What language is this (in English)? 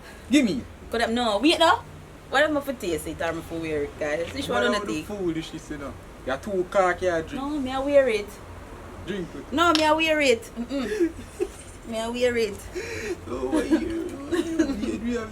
Jamaican Creole English